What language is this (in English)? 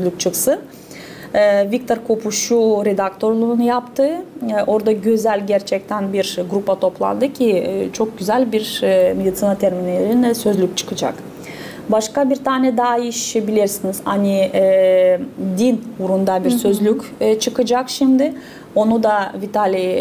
Gagauz